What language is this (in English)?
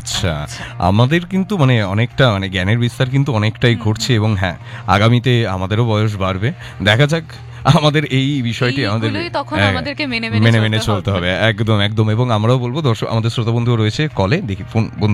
Bangla